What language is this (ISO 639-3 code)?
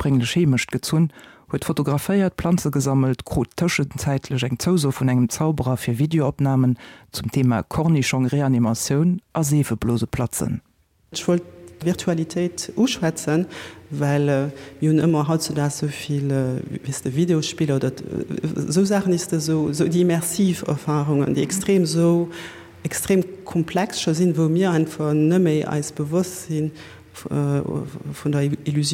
ltz